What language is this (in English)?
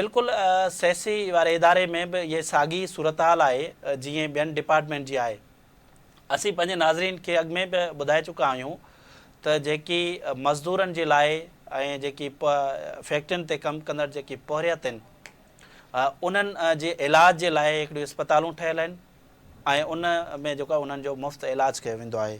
Sindhi